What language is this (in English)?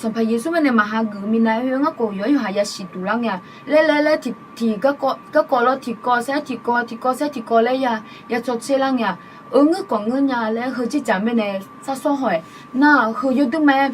Akha